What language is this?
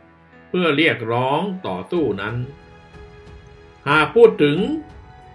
Thai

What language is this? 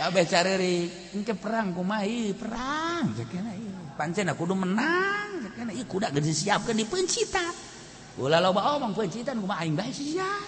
Sundanese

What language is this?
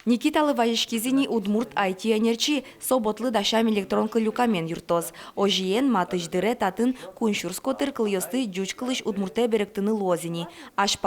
Udmurt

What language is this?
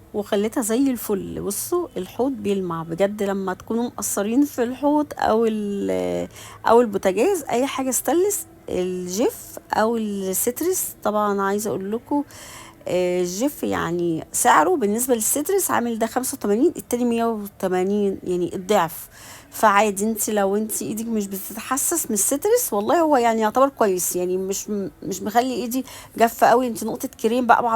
Egyptian Arabic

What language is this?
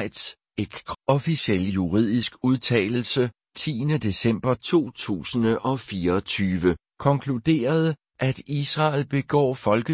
Danish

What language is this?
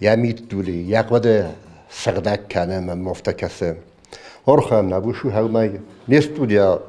Ossetic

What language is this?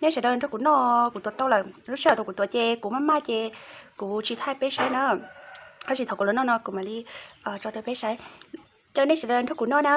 Hmong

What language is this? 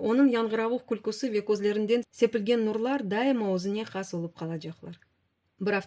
Crimean Tatar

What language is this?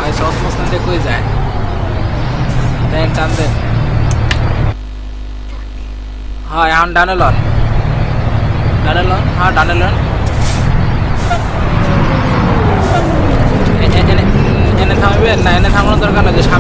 Bangla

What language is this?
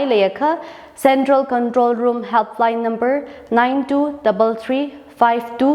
Tangkhul Naga (India)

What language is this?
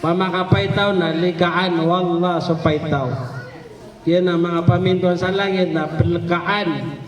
Maranao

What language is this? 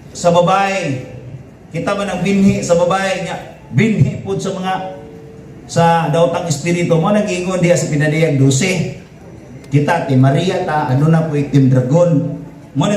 Cebuano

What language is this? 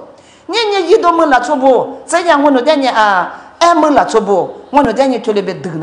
Lisu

